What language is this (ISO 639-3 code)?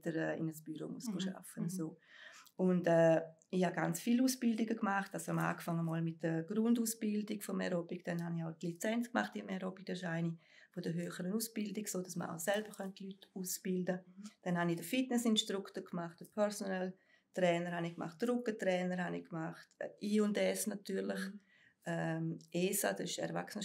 gsw